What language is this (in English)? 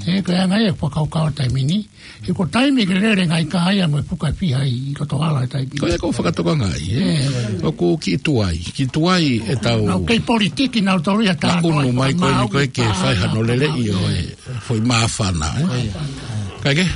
Tongan